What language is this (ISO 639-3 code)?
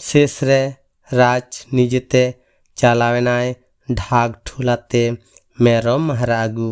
sat